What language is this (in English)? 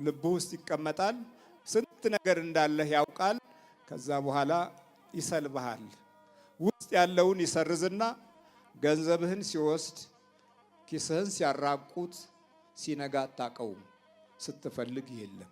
Amharic